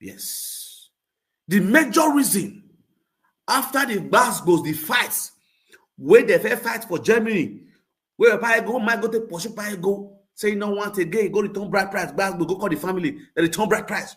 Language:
Nigerian Pidgin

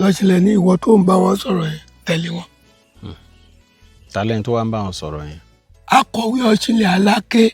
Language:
Yoruba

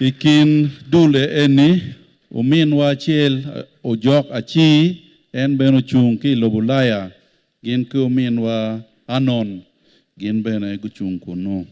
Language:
Acoli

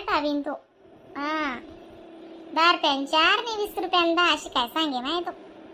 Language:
Khandesi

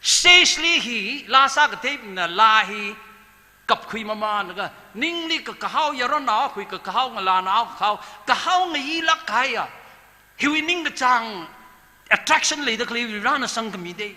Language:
Tangkhul Naga (India)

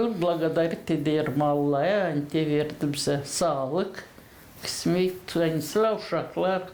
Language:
Gagauz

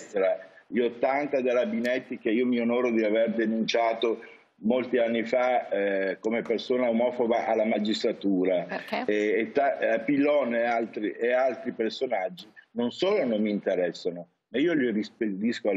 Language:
Italian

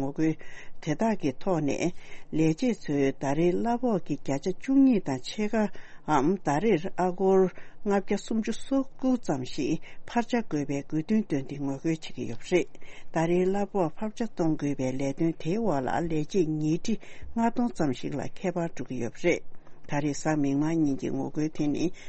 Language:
Tibetan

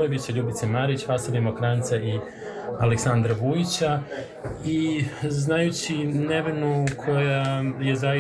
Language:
Serbian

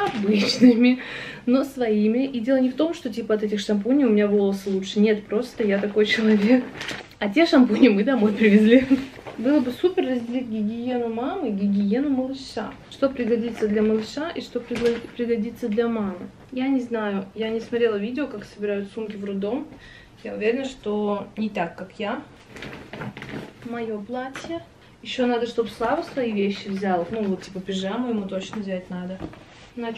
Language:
Russian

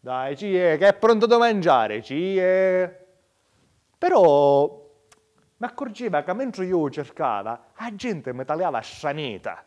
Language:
Sicilian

